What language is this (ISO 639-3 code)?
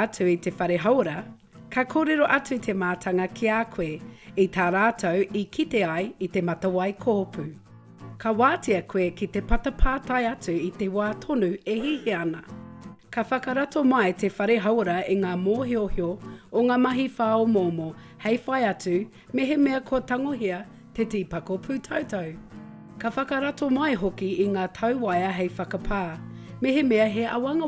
mri